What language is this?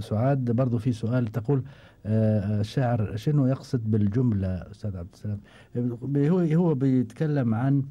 Gulf Arabic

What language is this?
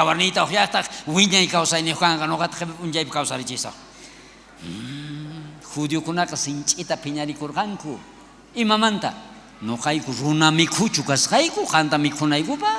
South Bolivian Quechua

